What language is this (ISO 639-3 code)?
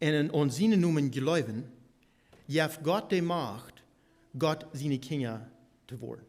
pdt